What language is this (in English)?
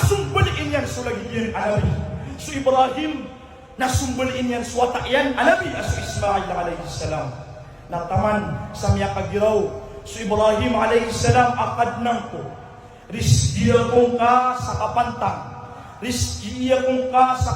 Maranao